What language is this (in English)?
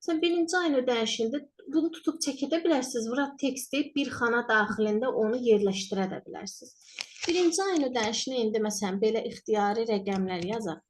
Azerbaijani